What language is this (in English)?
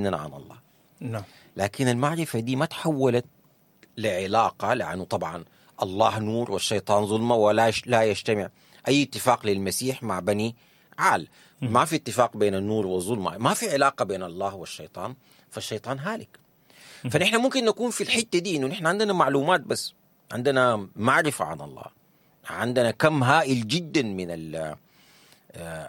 Sudanese Arabic